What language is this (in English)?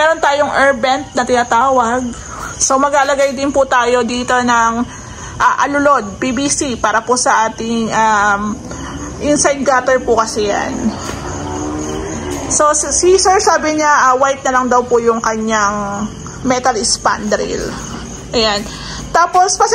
Filipino